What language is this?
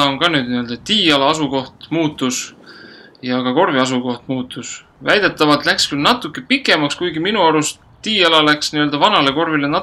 Estonian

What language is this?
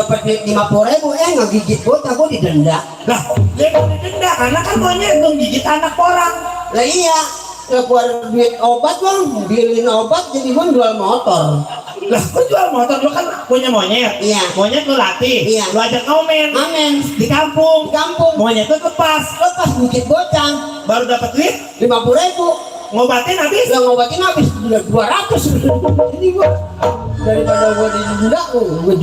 Betawi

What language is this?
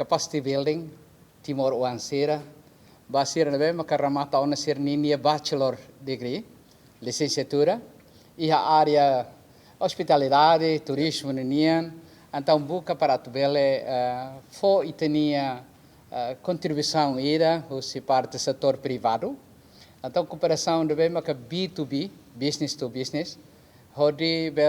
Tetum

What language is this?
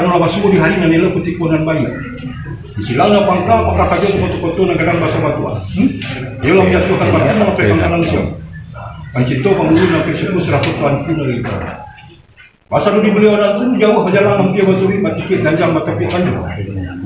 Minangkabau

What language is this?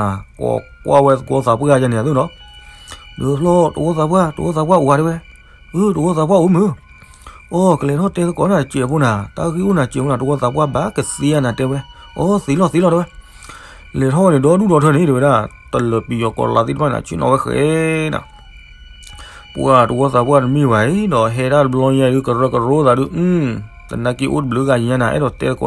S'gaw Karen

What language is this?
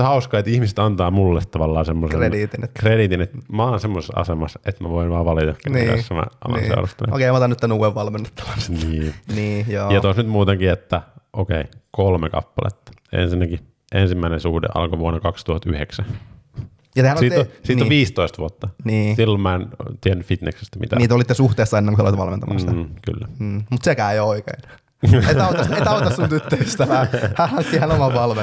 Finnish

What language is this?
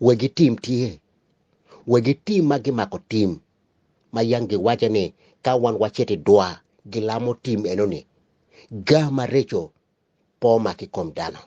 Acoli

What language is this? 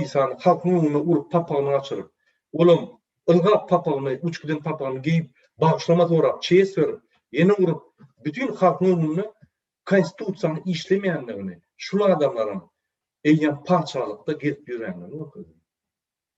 Turkmen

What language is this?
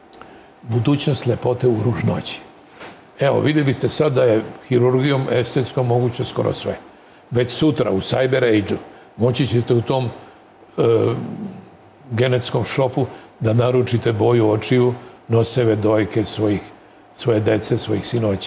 Serbian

